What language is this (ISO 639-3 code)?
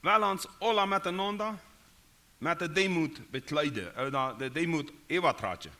pdt